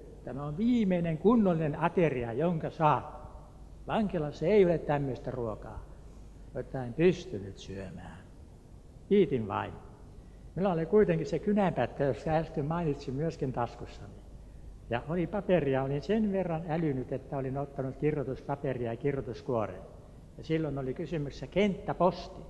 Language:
Finnish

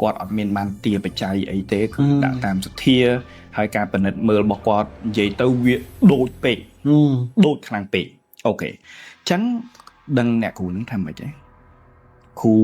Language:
Khmer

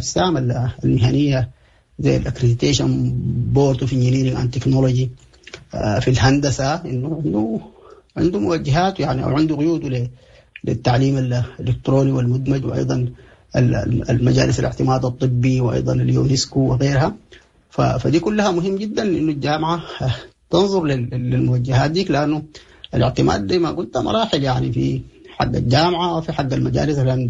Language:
Sudanese Arabic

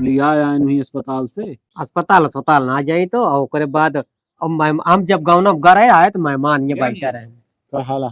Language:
Awadhi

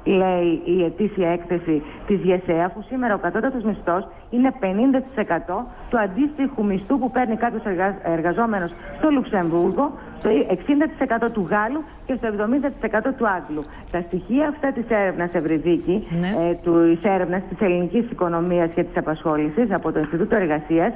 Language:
Greek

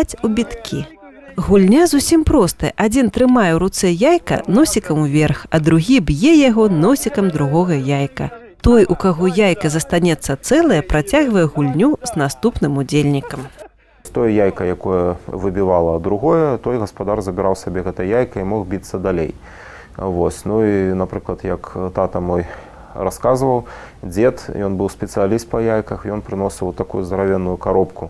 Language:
Belarusian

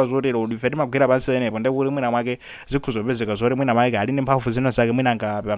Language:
Nyanja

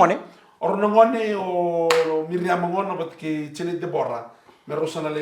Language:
Fijian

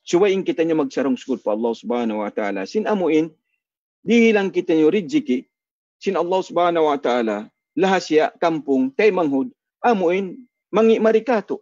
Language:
Tausug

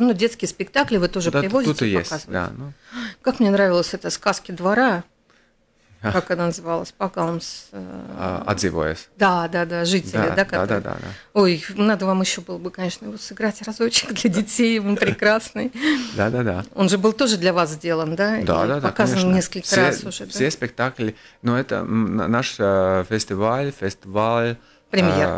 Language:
Russian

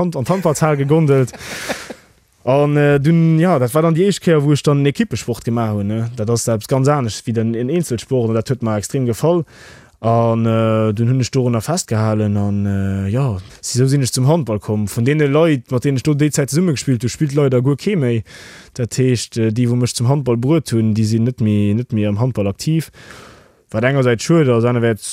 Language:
Luxembourgish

